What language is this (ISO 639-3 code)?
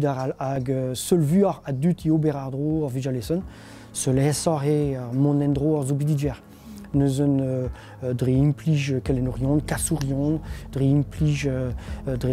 bre